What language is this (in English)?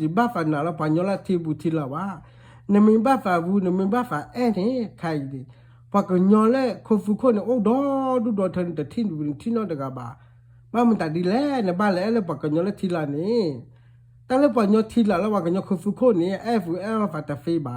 S'gaw Karen